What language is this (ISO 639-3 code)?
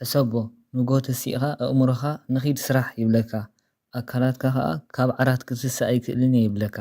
tir